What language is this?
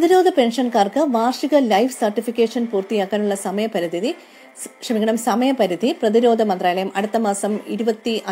Malayalam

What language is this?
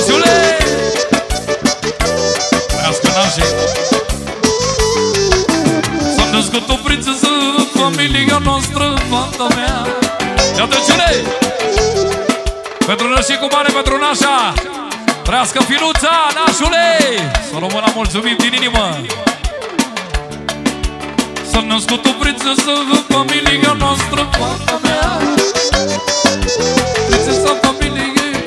Romanian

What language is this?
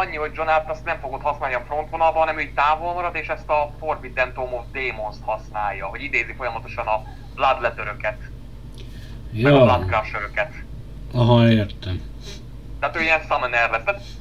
Hungarian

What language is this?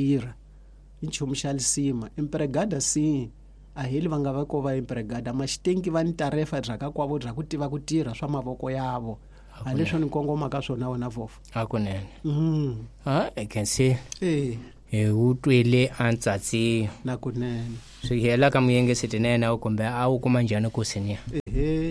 Tsonga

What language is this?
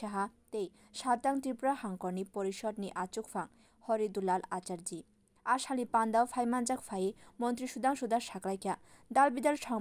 Kok Borok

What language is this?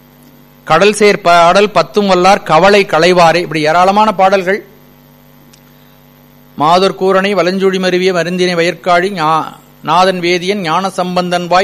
Tamil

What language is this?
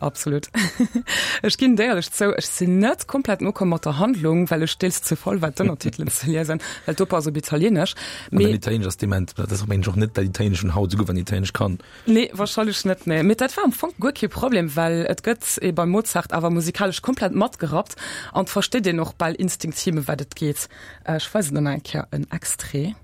Luxembourgish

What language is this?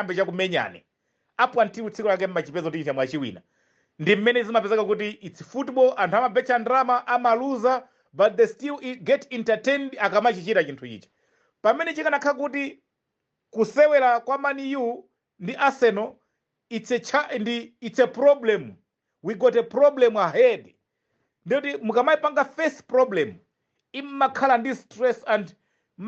Nyanja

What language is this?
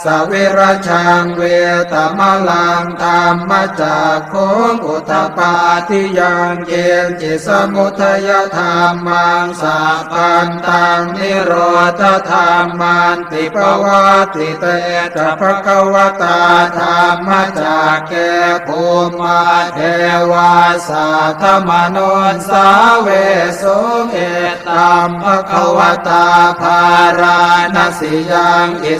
Pali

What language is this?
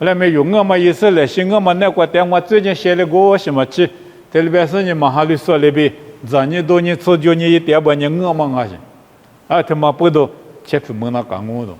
Lisu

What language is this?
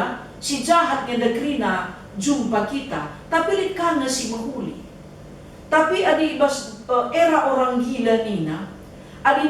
Batak Karo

